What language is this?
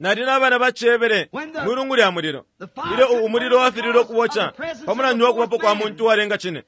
Bemba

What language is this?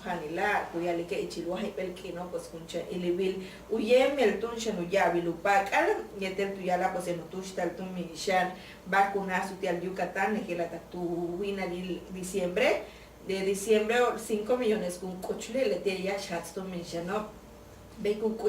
Yucateco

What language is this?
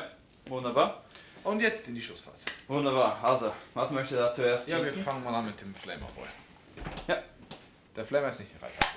Swiss German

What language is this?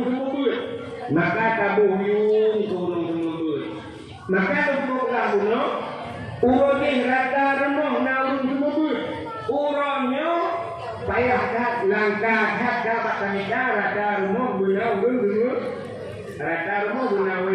Achinese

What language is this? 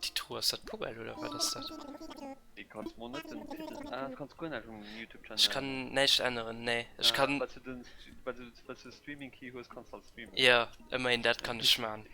Luxembourgish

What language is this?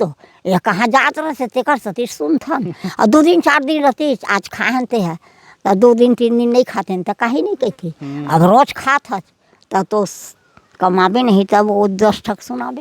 Chhattisgarhi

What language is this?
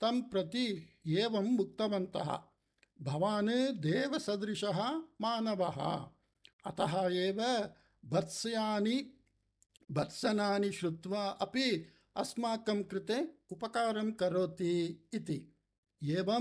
Sanskrit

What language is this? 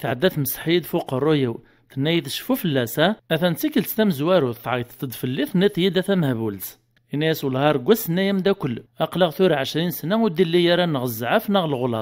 Kabyle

